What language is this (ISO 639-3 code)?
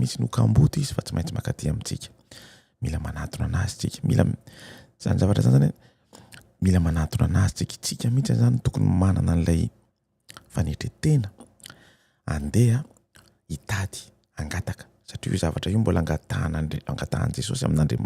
mlg